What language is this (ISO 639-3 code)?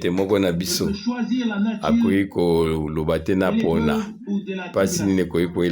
lin